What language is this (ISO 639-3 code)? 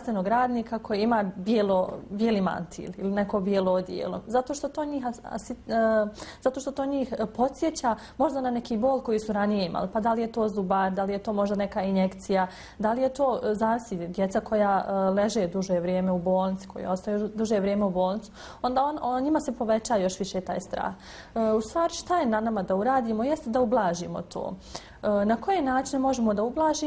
bos